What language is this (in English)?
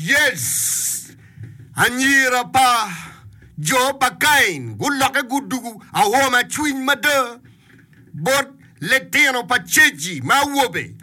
Acoli